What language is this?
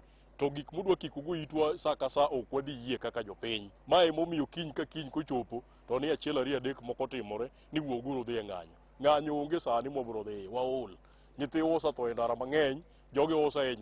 Luo (Kenya and Tanzania)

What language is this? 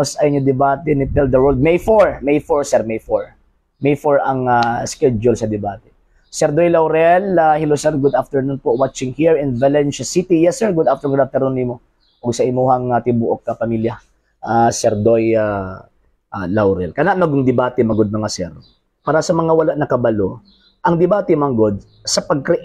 Cebuano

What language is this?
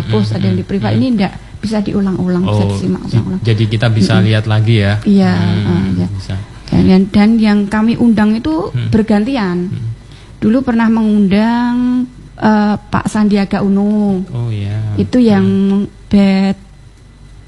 Indonesian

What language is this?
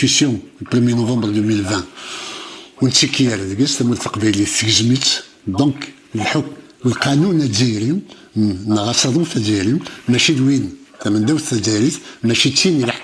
Kabyle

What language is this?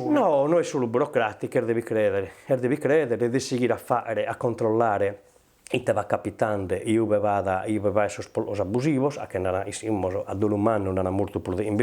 Sardinian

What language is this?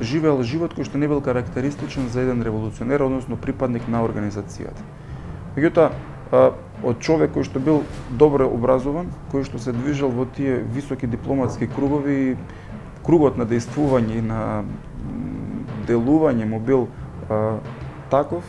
Macedonian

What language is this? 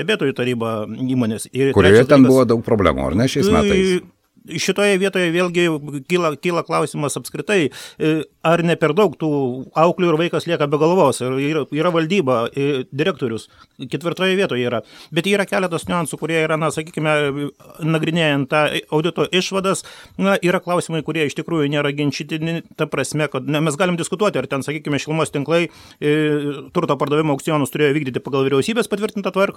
Lithuanian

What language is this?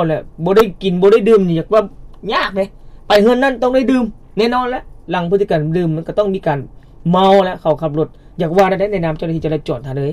Lao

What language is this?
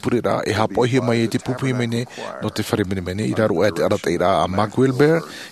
Tahitian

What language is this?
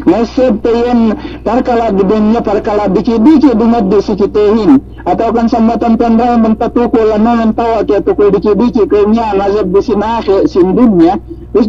Yakan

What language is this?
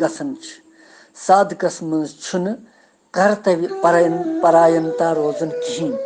Kashmiri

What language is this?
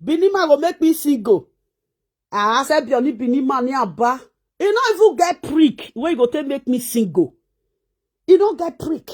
Nigerian Pidgin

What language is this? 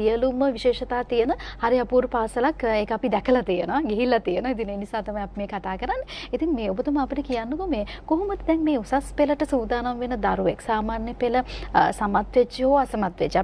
Sinhala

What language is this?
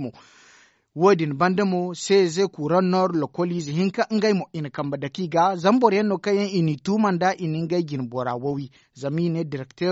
Zarma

